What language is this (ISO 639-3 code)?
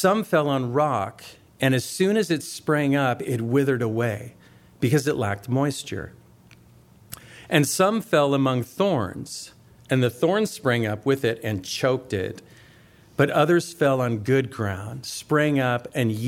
eng